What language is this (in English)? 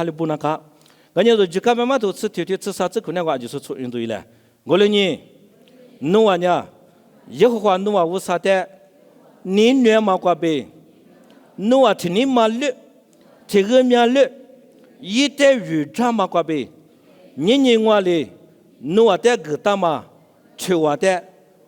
Lisu